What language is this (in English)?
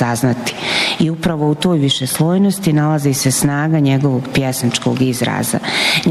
Bosnian